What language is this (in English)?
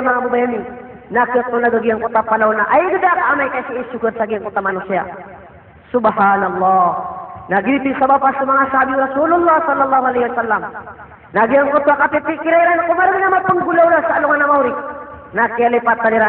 Maranao